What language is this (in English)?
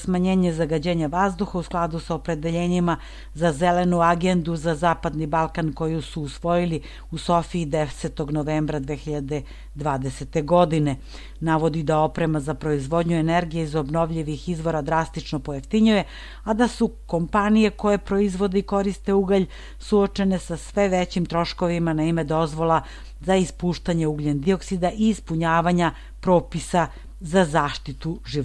Serbian